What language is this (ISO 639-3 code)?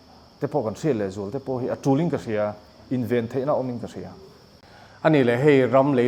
lus